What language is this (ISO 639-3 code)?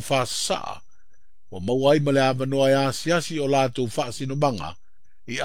smo